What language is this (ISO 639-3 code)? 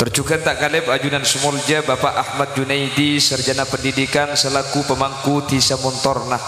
mad